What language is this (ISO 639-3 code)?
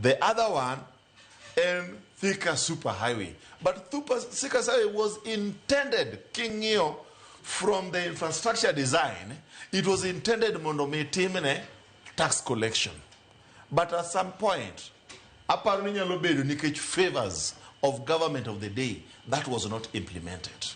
luo